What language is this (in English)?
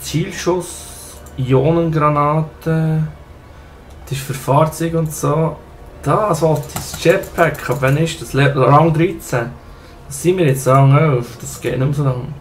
Swiss German